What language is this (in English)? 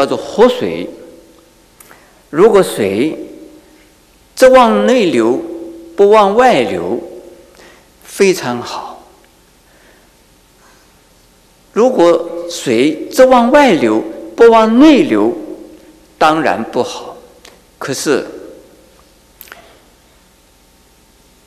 Chinese